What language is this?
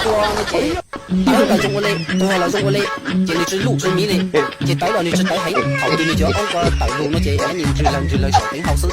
Hmong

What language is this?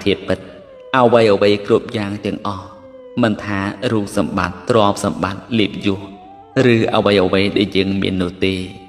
Khmer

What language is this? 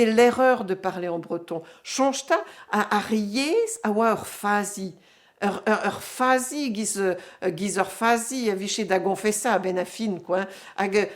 Breton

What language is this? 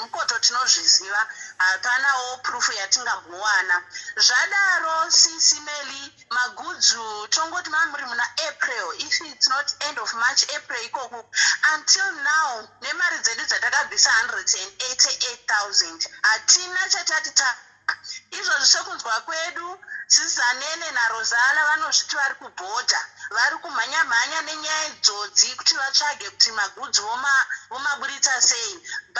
Shona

